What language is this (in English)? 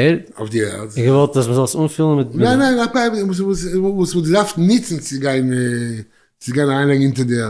Yiddish